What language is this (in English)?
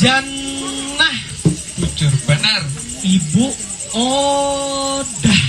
Banjar